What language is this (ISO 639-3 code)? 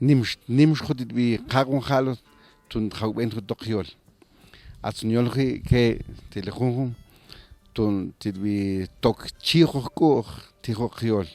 mam